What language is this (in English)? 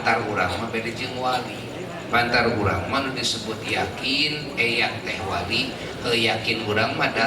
Sundanese